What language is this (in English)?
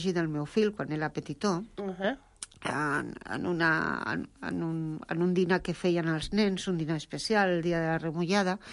Catalan